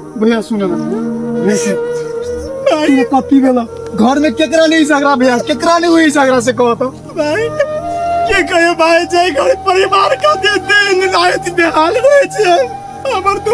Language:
Maithili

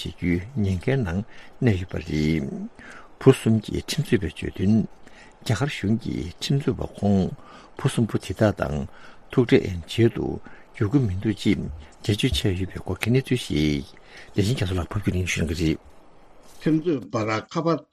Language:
Tibetan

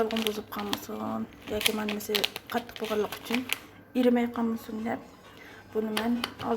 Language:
Uyghur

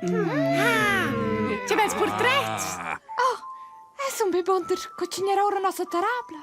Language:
Romansh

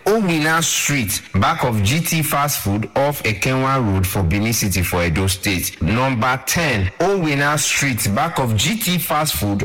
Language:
Nigerian Pidgin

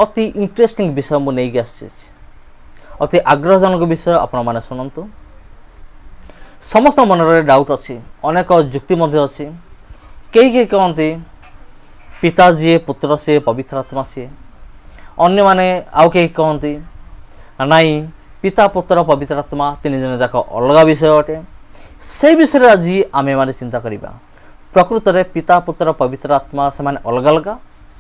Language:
Odia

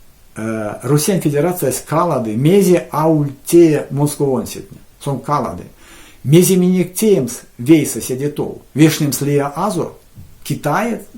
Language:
Erzya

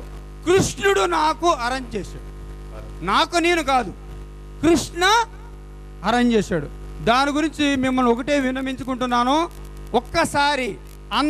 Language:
Telugu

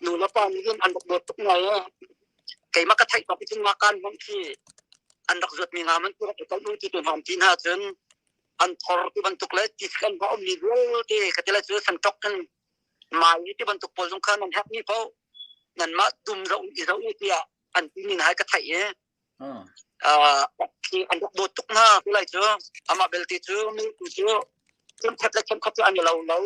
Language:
Hakha Chin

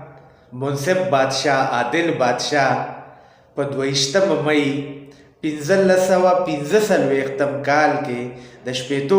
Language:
Pashto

